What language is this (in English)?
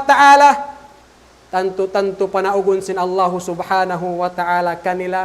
Tausug